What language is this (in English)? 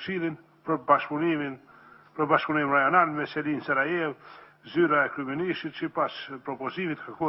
Albanian